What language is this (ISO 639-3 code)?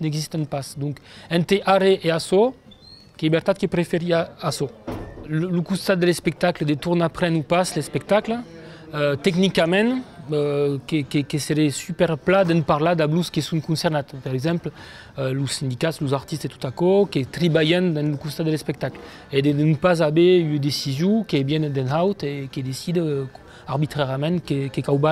oci